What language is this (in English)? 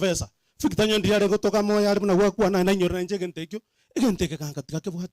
Gusii